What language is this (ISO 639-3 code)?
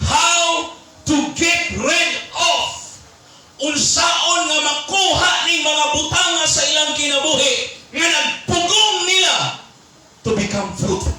ceb